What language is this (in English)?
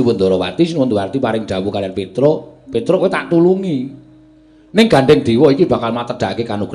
Javanese